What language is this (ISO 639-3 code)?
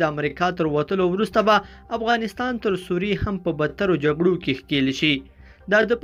pus